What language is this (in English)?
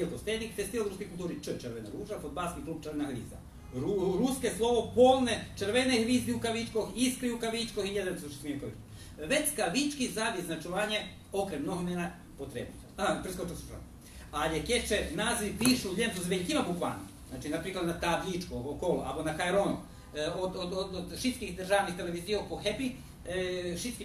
Rusyn